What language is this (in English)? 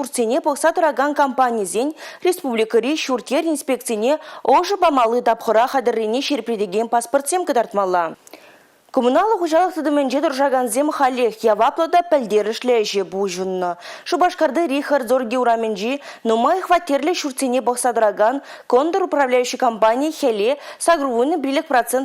Chuvash